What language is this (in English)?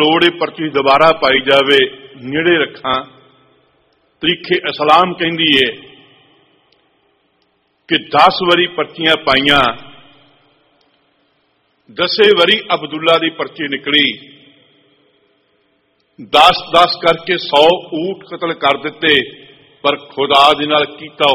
Punjabi